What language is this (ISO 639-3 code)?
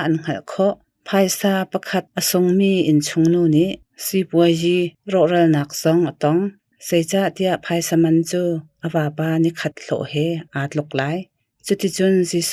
cnh